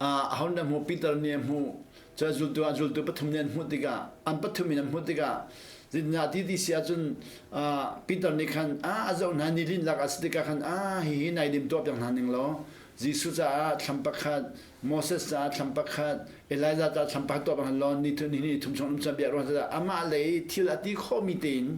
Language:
Hakha Chin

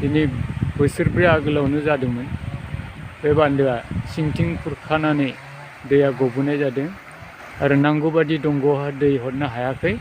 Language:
Bodo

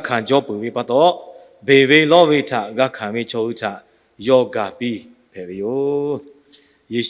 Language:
Lahu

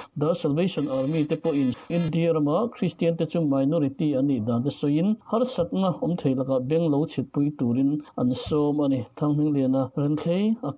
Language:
Mizo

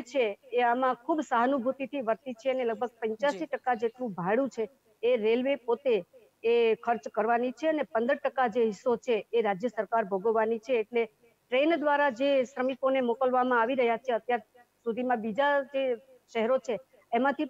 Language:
Gujarati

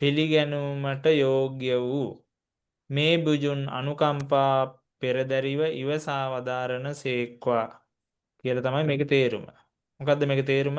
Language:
Sinhala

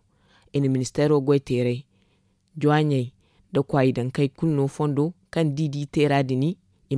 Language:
Zarma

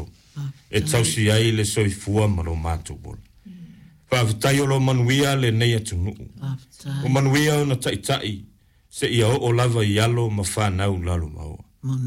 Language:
Samoan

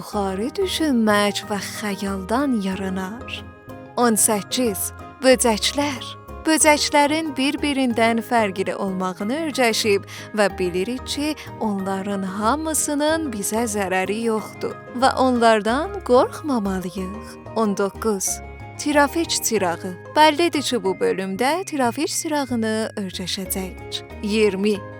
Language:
South Azerbaijani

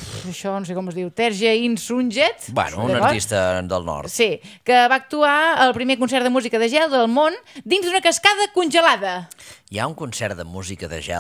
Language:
Catalan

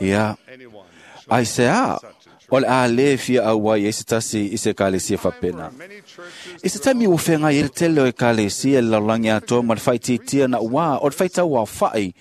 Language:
Samoan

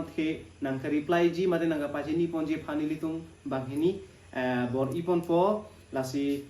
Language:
Karbi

